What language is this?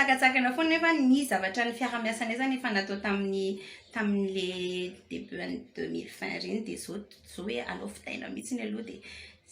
Malagasy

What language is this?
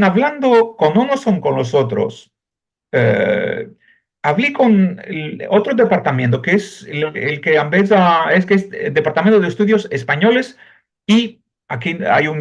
Ladino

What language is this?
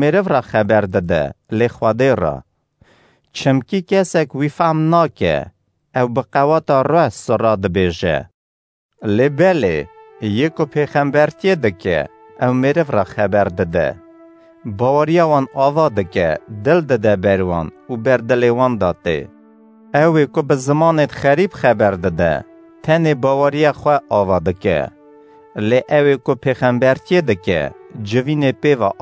Kurdish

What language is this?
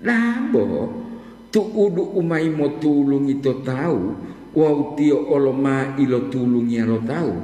Gorontalo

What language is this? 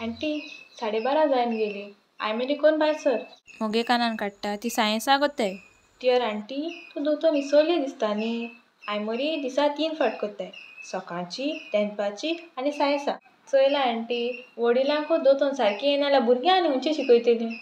Konkani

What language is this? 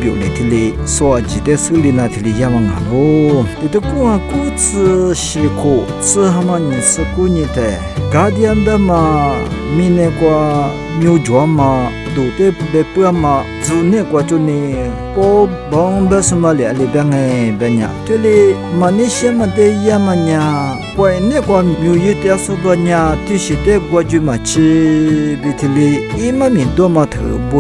Lisu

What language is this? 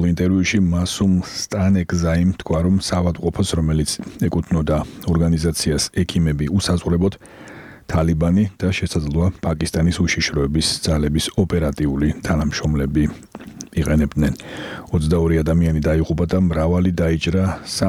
Georgian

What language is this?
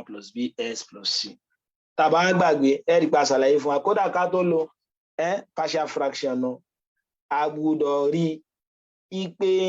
Yoruba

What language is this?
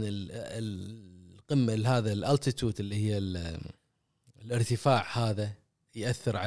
Gulf Arabic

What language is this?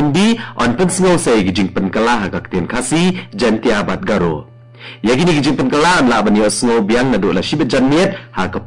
Khasi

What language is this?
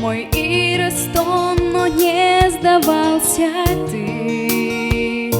Ossetic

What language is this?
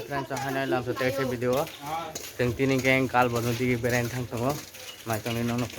Kok Borok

